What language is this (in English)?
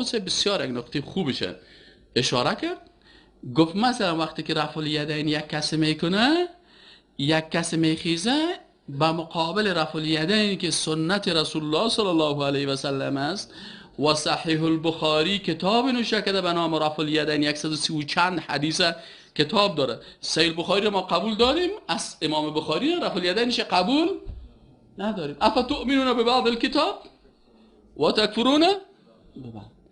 Persian